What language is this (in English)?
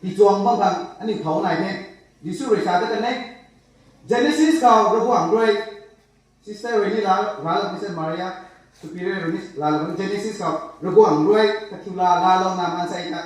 Rongmei Naga